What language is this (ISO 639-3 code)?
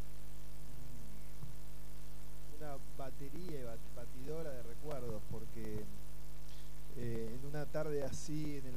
spa